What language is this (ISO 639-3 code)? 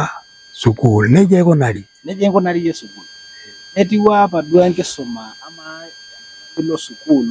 mas